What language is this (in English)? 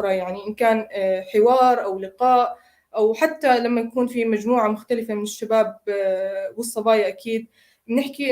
North Levantine Arabic